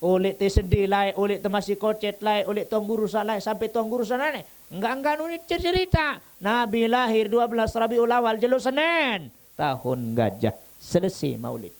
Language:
Sasak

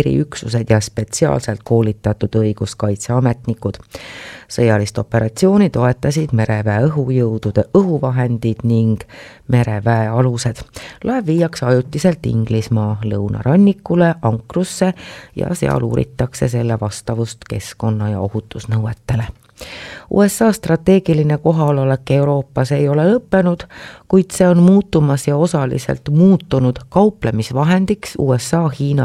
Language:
Estonian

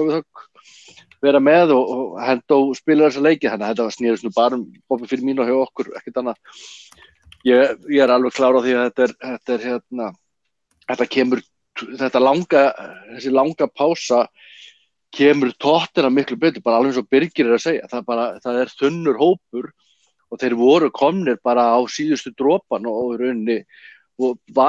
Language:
Icelandic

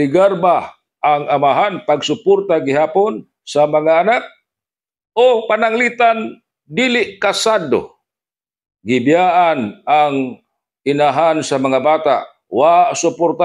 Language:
Cebuano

